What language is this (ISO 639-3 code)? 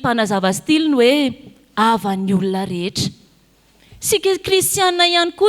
mlg